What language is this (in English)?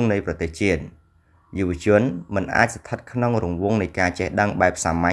Khmer